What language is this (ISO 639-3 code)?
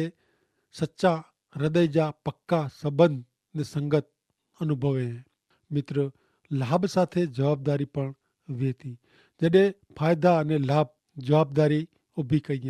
kfr